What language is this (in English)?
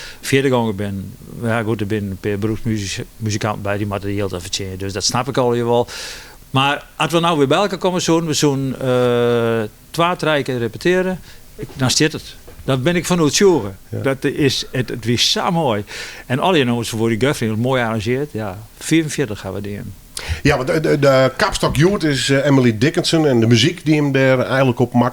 Western Frisian